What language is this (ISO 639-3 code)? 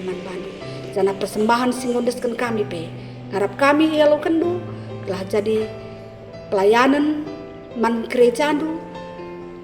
btx